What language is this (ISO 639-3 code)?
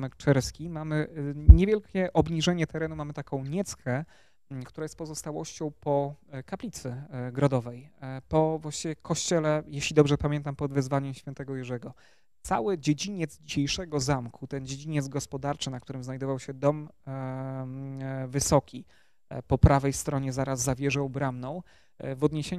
pol